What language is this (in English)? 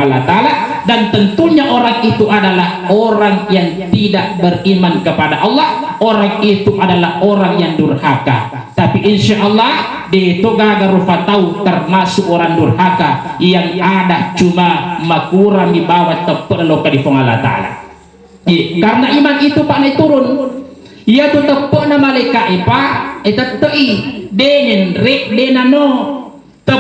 Buginese